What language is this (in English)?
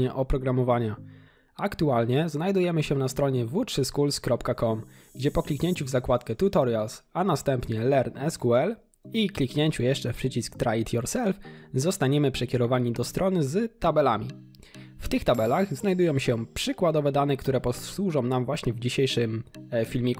Polish